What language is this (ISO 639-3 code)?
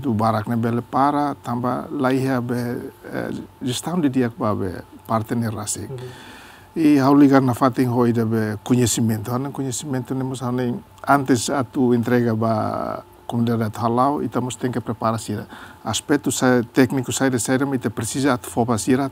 tet